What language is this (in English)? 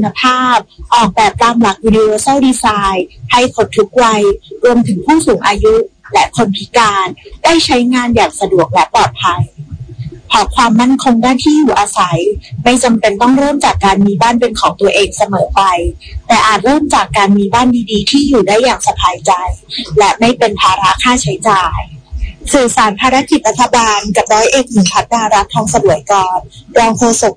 Thai